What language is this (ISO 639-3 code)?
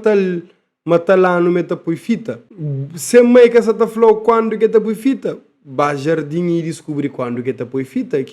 kea